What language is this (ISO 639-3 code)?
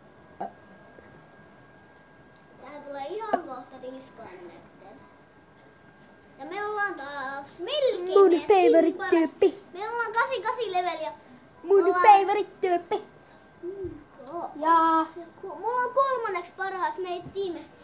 fin